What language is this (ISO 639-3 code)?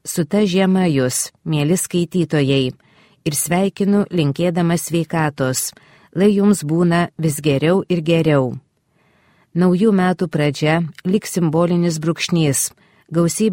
lit